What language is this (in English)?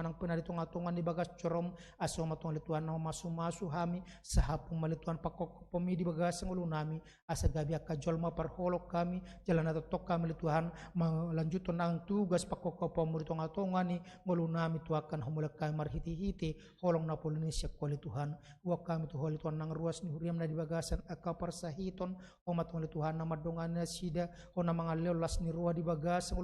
Batak Toba